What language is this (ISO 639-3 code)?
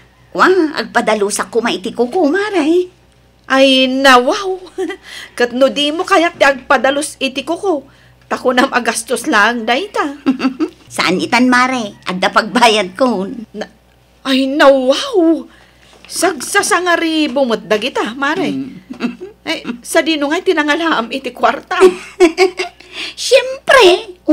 ilo